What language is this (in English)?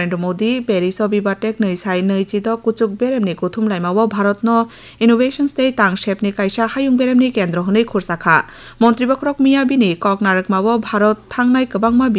Kok Borok